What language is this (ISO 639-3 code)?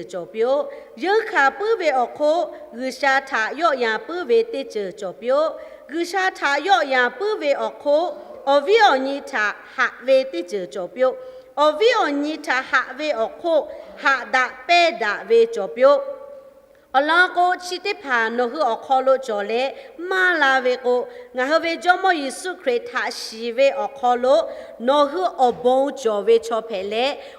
lhu